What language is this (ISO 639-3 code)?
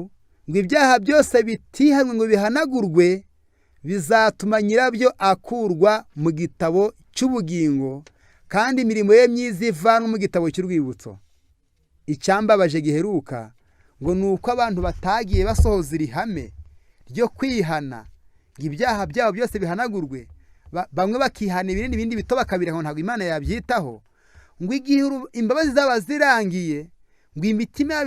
kin